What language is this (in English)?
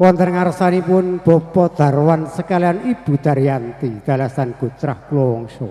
Javanese